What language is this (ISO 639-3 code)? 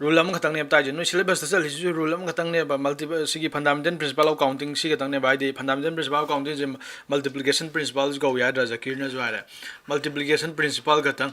mni